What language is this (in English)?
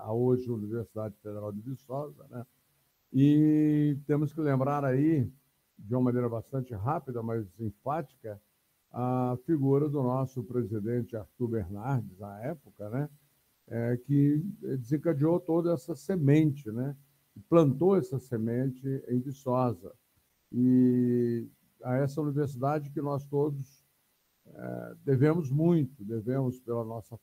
Portuguese